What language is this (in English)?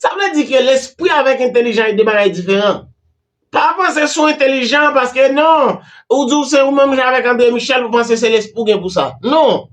Haitian Creole